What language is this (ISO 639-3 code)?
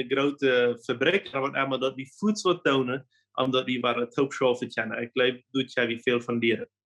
pdt